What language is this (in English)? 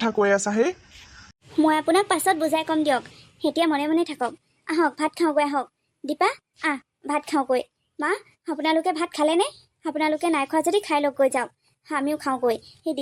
Assamese